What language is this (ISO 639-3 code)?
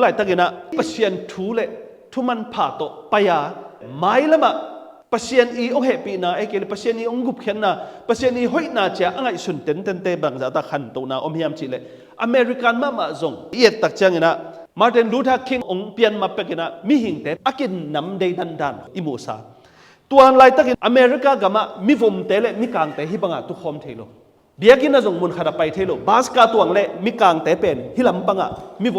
ctd